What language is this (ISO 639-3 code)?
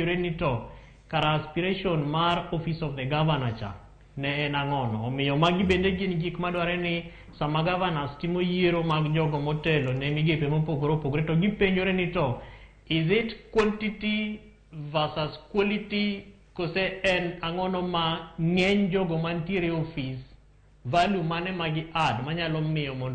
luo